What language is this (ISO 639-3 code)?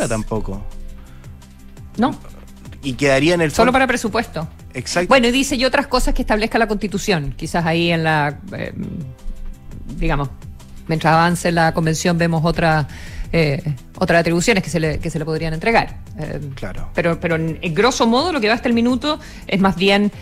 spa